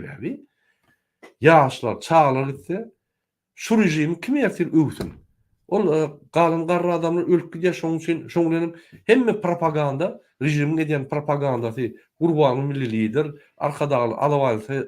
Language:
Turkmen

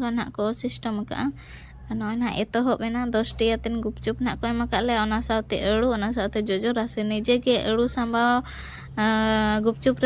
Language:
Santali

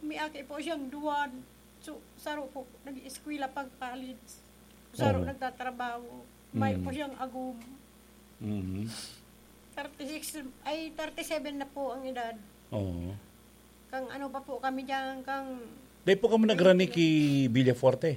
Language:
Bikol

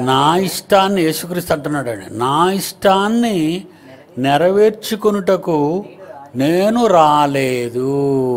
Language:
Telugu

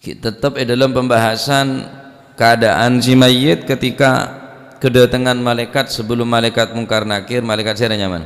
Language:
Madurese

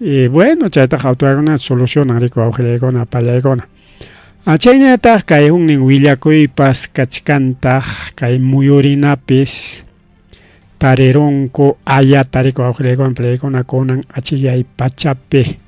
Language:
Ayacucho Quechua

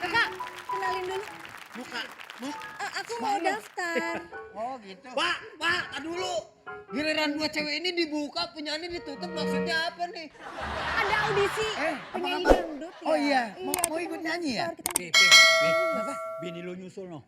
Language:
Betawi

